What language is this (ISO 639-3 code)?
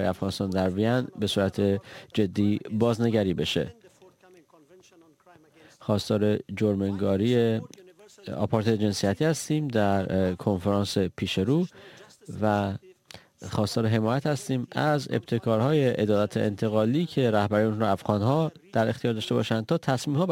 fas